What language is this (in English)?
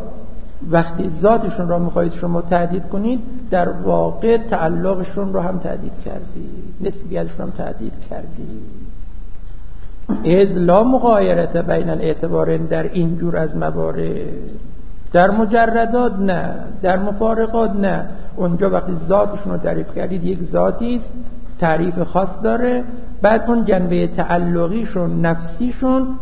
Persian